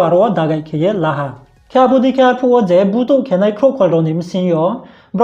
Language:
Riang (India)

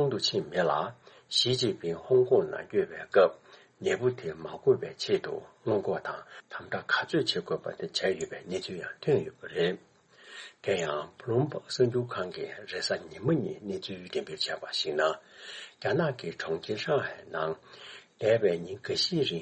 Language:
Tibetan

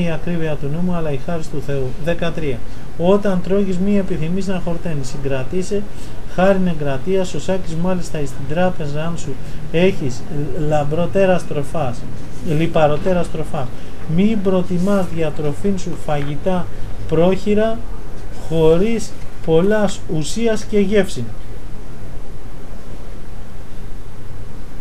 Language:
Greek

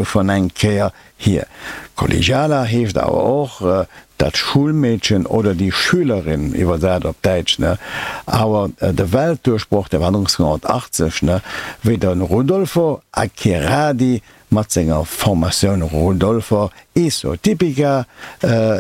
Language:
Luxembourgish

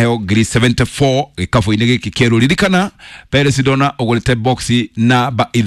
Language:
Kikuyu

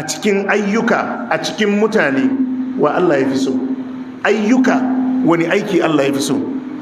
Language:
Hausa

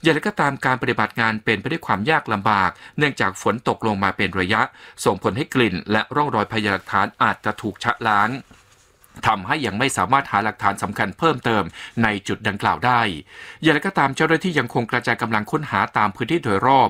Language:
Thai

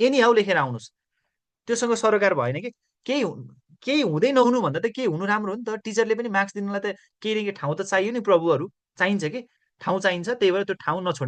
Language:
Nepali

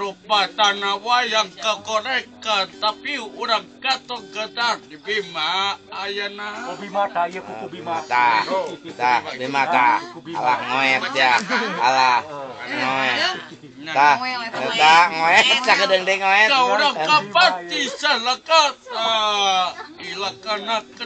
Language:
Sundanese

